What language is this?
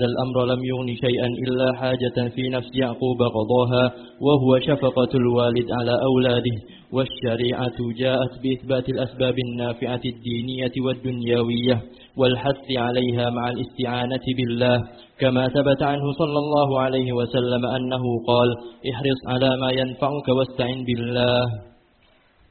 Arabic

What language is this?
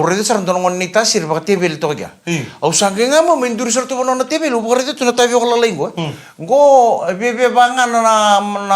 Fijian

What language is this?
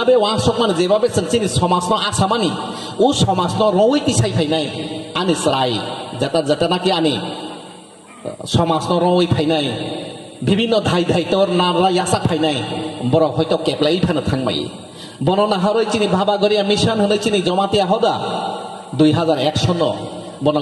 Kok Borok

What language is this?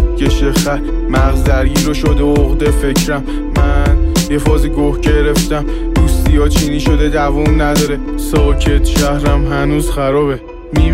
Persian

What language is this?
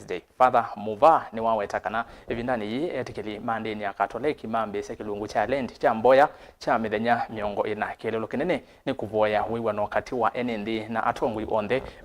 Kamba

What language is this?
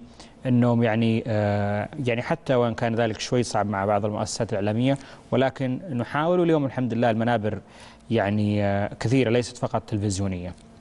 Arabic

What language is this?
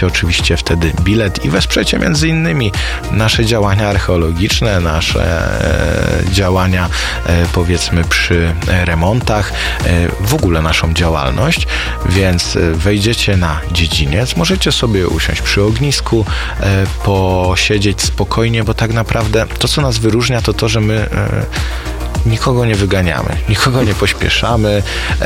Polish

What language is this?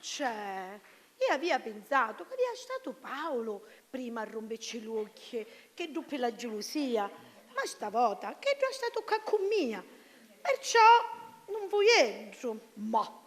Sicilian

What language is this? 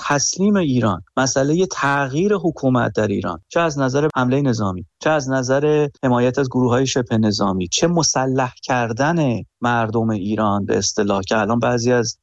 Persian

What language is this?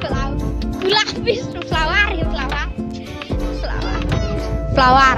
Khasi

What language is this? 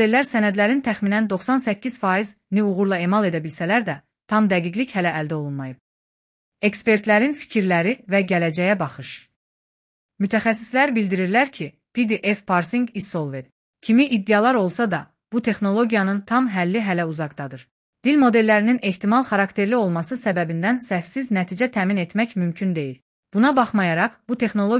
Azerbaijani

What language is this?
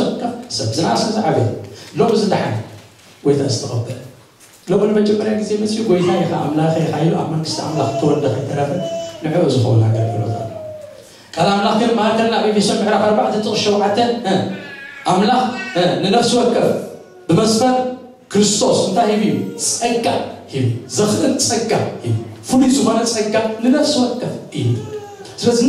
Tigrinya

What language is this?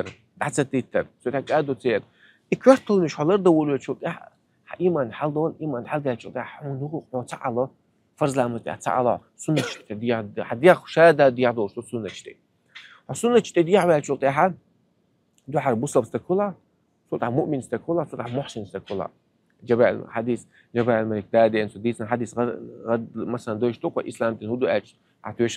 Chechen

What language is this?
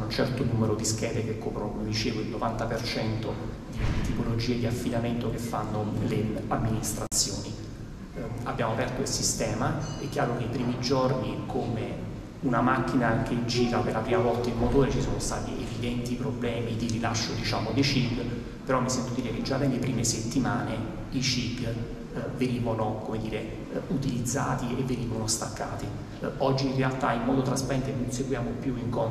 Italian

